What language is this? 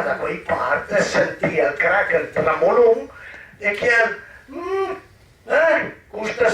Piedmontese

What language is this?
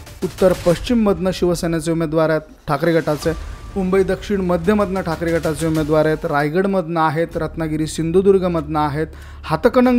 Marathi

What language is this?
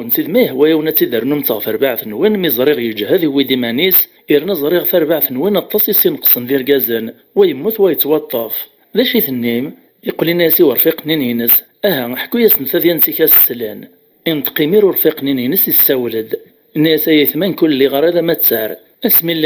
Kabyle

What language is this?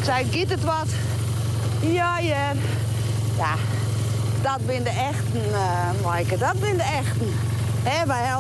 Western Frisian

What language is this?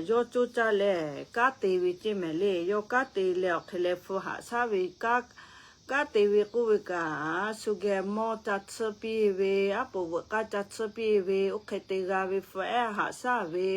Lahu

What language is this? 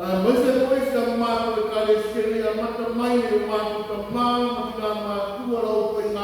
Samoan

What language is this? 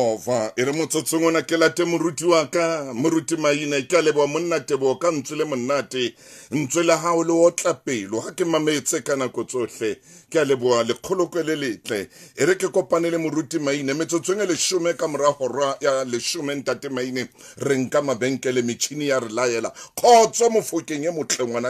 Southern Sotho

